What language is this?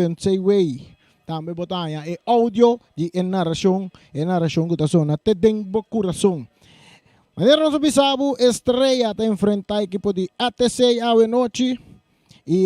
Papiamento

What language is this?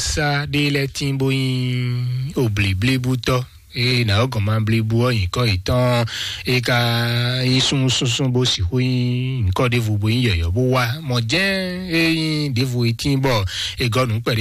Fon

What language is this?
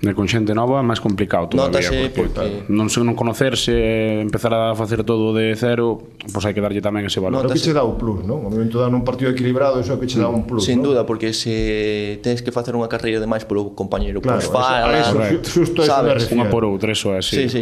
Galician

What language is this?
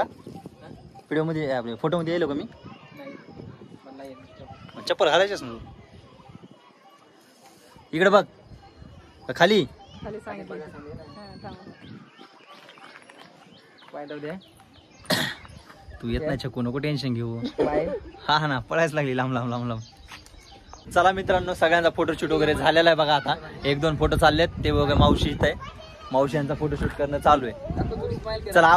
Marathi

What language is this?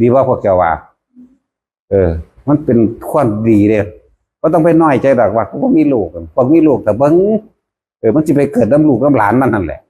Northeastern Thai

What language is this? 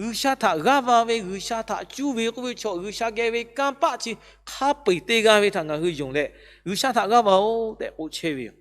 Lahu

